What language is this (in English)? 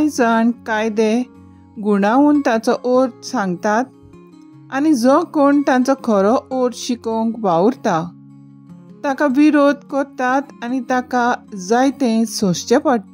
Konkani